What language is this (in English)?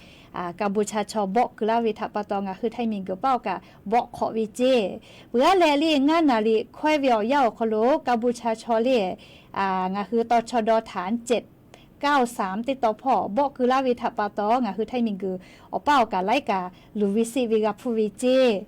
Lahu